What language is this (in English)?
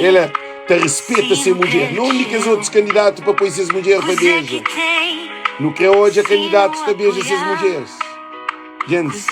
Kabuverdianu